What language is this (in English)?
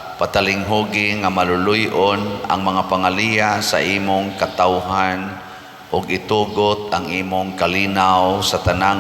Cebuano